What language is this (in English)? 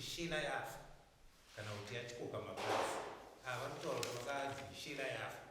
Shona